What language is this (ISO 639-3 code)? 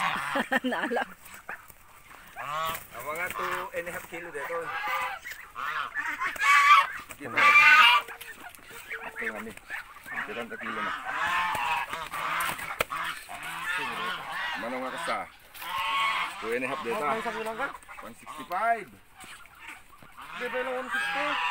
fil